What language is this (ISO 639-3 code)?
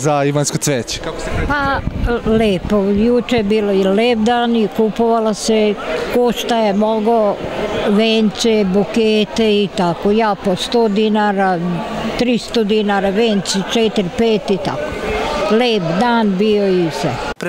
srp